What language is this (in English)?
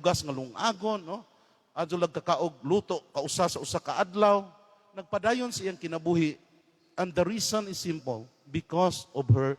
Cebuano